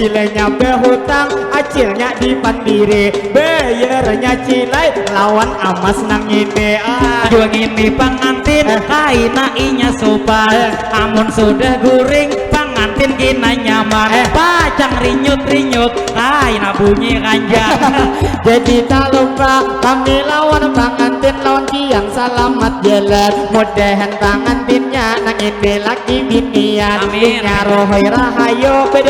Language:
Banjar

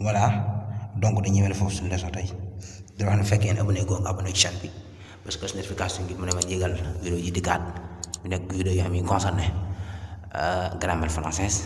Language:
Wolof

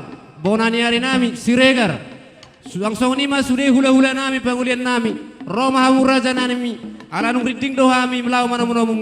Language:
Batak Toba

